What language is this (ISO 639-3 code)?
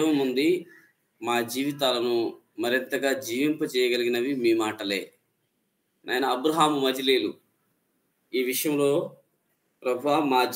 tel